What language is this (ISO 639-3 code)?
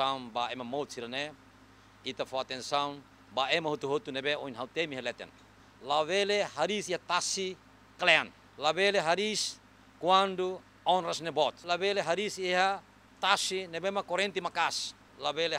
tet